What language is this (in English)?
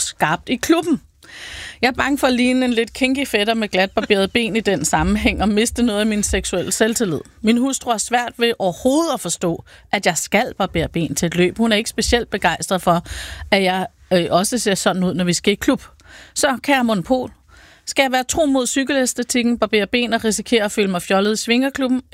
Danish